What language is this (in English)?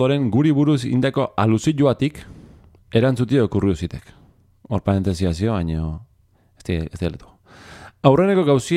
Basque